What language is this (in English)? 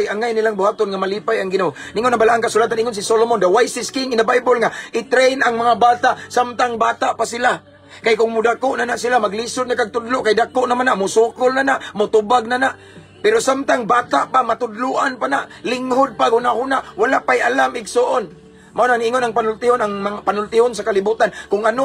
Cebuano